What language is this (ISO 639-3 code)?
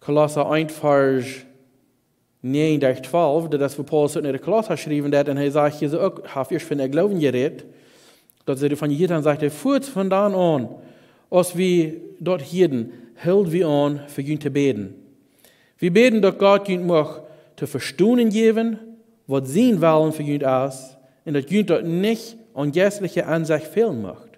pdt